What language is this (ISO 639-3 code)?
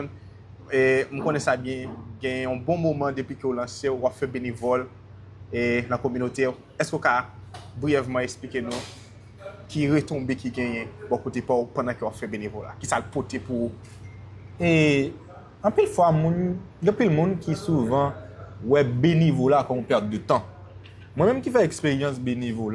hat